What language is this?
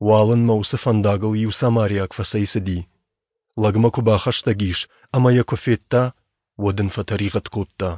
Ossetic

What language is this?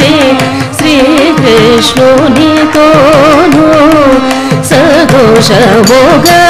Telugu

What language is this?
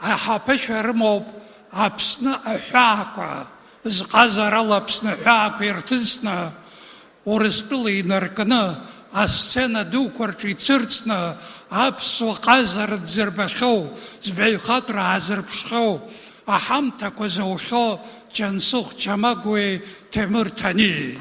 Abkhazian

